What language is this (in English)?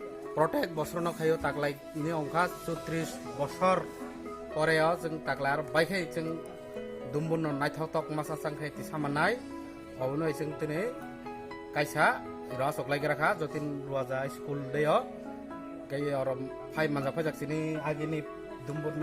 Kok Borok